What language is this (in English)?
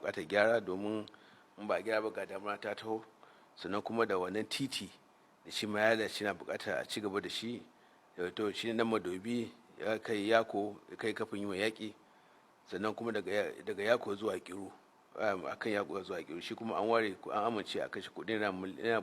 Hausa